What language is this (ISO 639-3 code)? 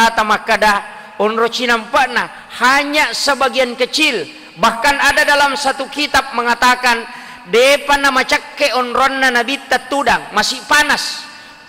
bug